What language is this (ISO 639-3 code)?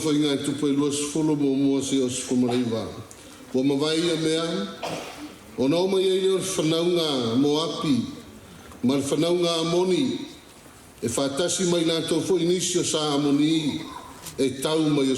smo